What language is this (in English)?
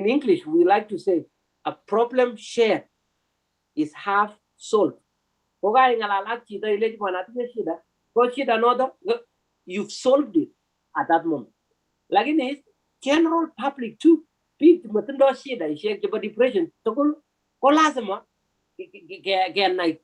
Kalenjin